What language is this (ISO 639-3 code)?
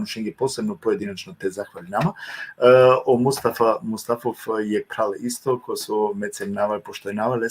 rmn